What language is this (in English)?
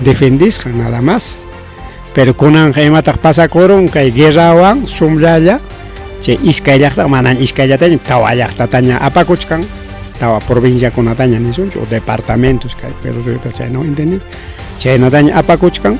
Ayacucho Quechua